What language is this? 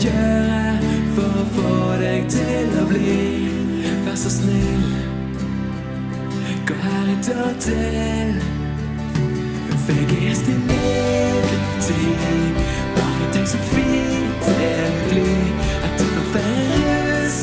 Norwegian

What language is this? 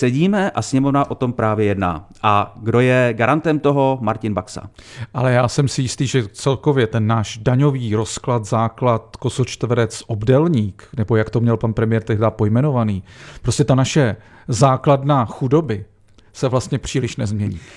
Czech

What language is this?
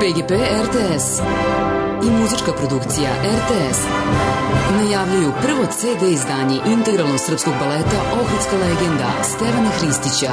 Serbian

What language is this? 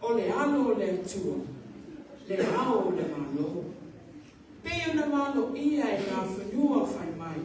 Samoan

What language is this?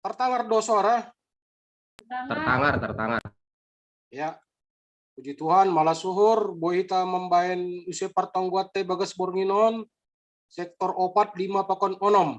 Batak Simalungun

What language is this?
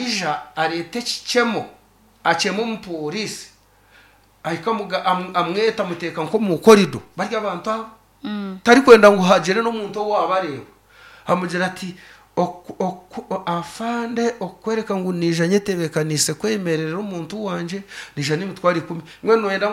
Nyankole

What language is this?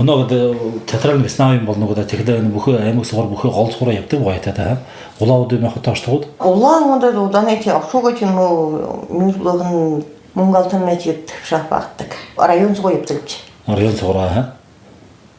Buriat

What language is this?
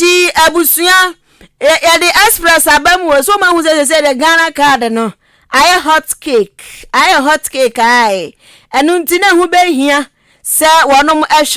Akan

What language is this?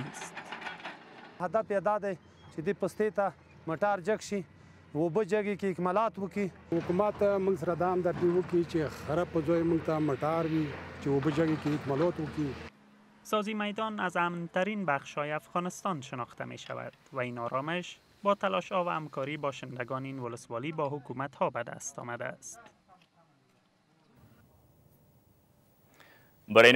Persian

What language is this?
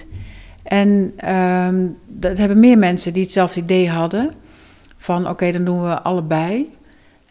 Dutch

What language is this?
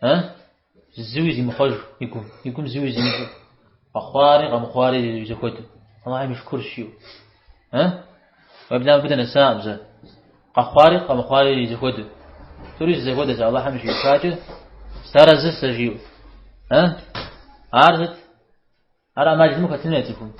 Kabardian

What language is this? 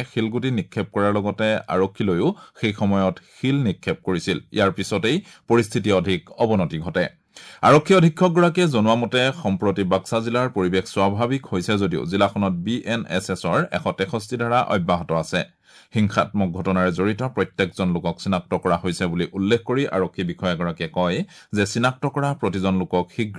Assamese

